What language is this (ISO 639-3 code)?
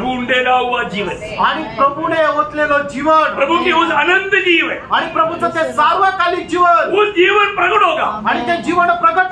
mar